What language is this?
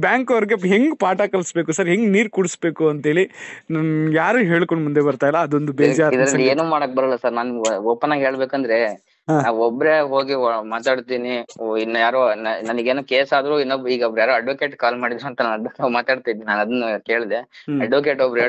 Kannada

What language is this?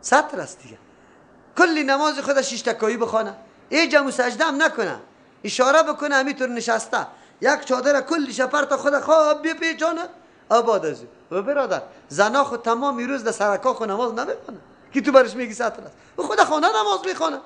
Persian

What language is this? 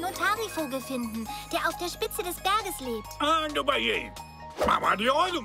German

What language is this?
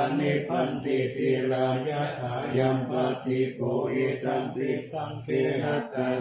Pali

